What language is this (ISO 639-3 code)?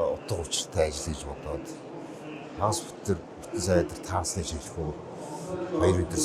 mon